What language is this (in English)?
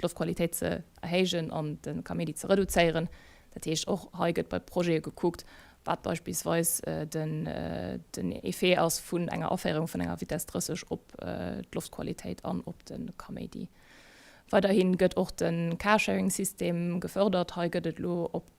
Luxembourgish